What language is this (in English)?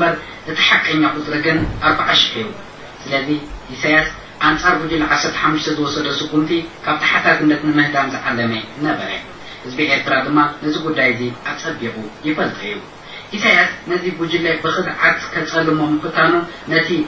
Tigrinya